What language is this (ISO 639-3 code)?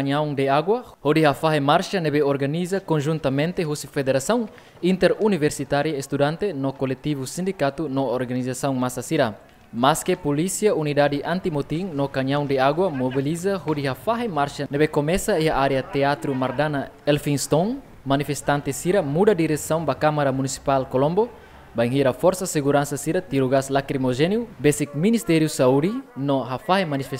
tet